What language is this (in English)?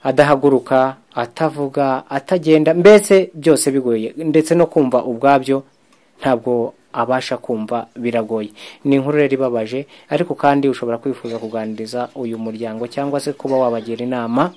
Kinyarwanda